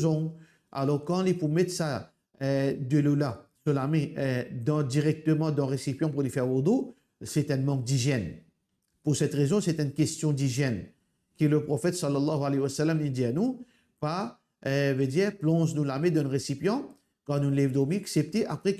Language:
Morisyen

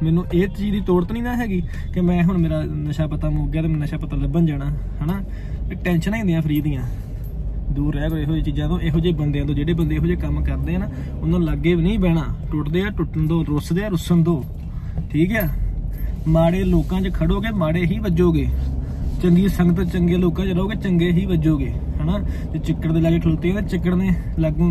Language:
Punjabi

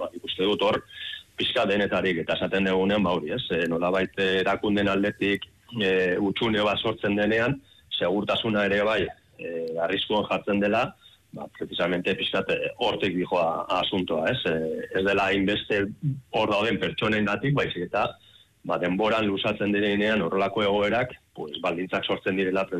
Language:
Basque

